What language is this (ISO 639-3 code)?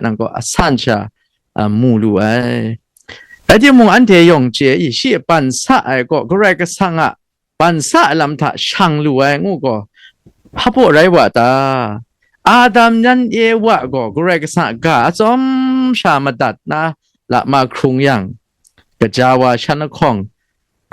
kac